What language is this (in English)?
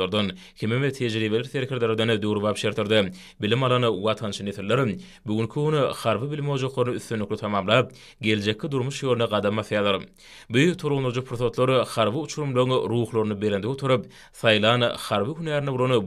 Turkmen